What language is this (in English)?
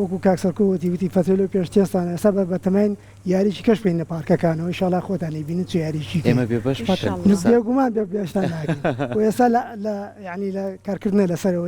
Central Kurdish